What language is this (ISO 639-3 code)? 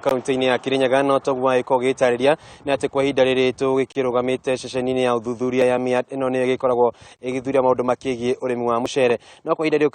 kik